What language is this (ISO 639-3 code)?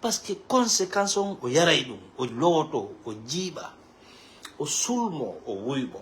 ful